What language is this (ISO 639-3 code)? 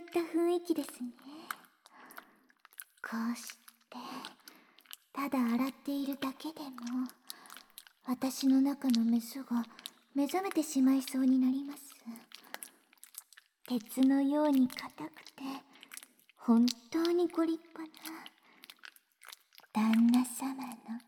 jpn